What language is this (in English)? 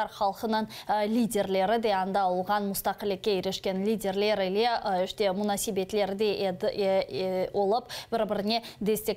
Crimean Tatar